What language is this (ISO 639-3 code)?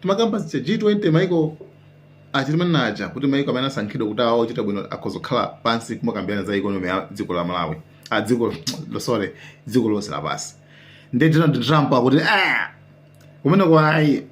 nya